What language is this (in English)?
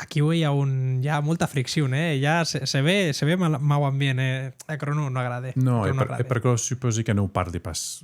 Occitan